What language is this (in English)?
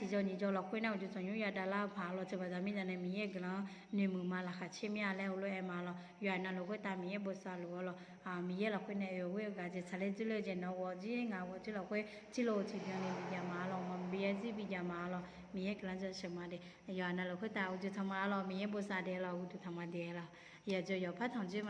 Akha